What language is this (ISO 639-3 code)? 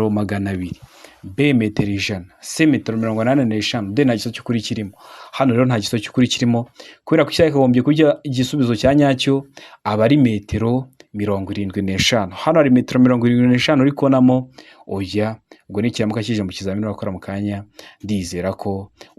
kin